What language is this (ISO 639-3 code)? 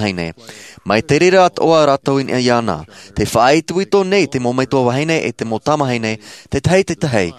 tah